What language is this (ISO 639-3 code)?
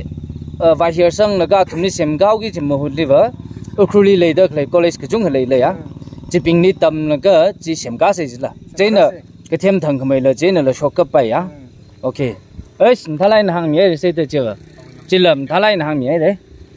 nmf